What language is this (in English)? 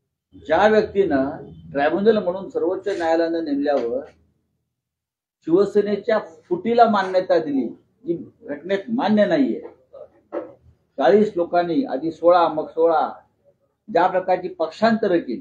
Marathi